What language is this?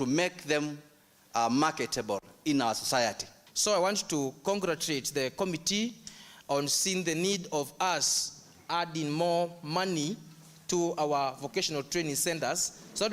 Kamba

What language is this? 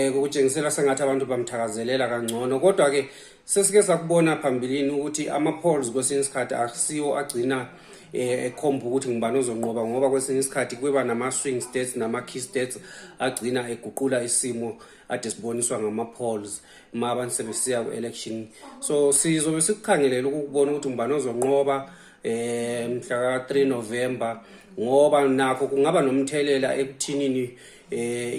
North Ndebele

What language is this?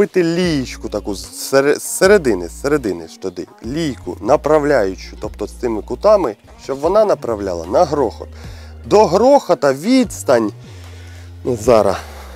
Ukrainian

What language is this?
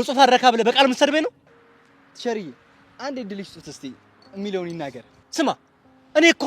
Amharic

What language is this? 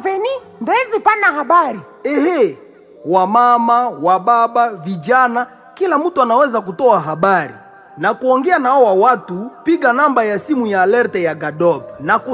Swahili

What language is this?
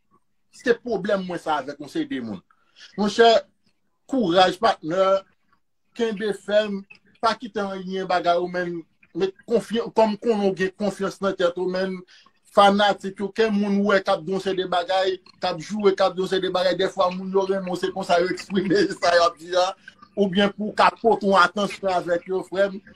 Haitian Creole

